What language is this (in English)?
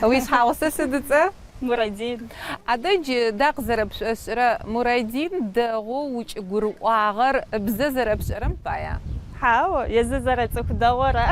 Adyghe